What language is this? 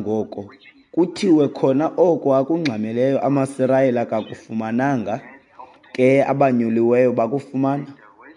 Xhosa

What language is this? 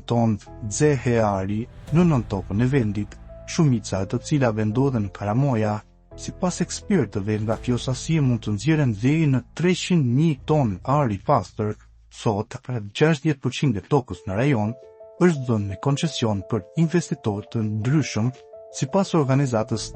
Albanian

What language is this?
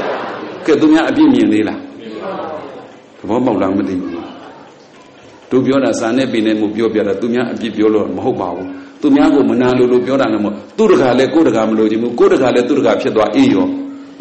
Burmese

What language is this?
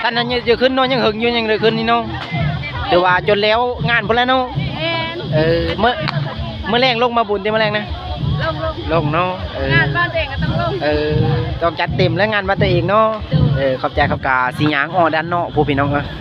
Lao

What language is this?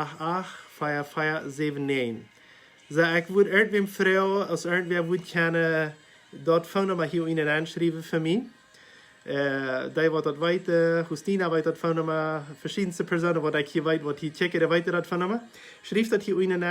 Plautdietsch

